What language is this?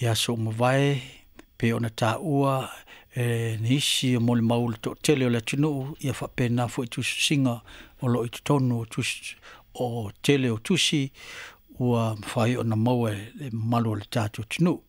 Samoan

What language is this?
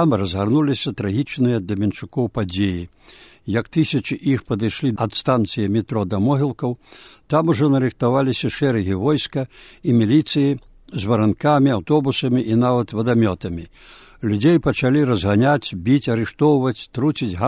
Belarusian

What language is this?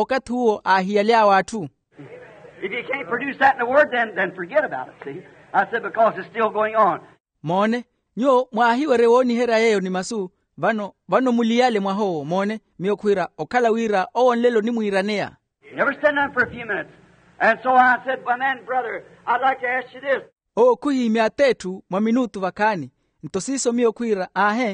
Makhuwa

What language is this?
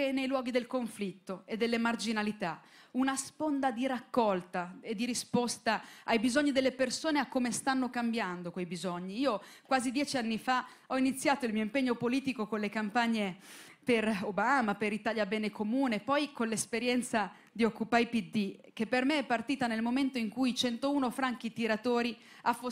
Italian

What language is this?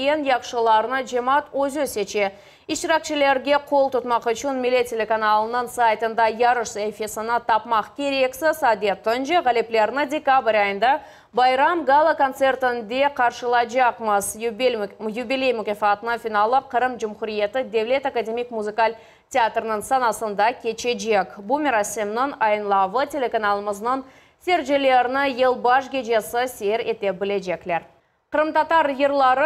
Crimean Tatar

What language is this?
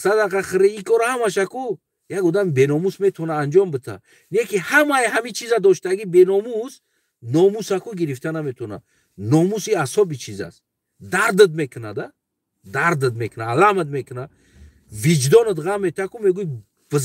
Tajik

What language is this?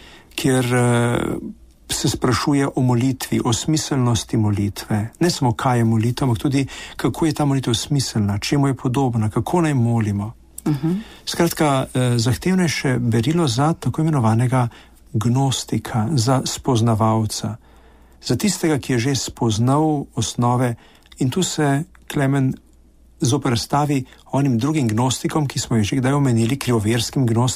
Slovenian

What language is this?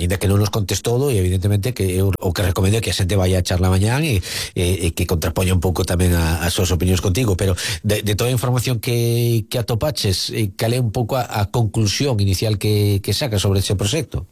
Galician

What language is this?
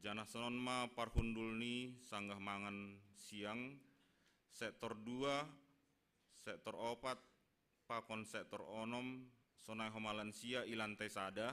Batak Simalungun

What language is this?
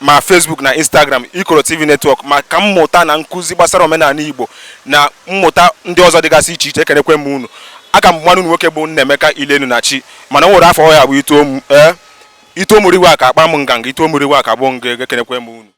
Igbo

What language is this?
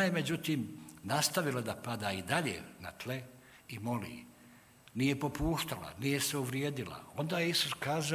Bosnian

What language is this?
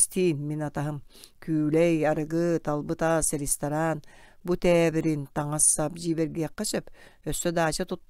Yakut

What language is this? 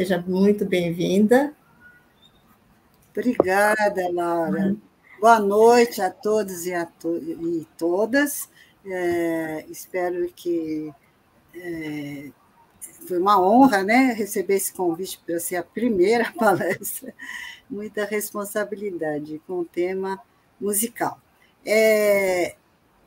Portuguese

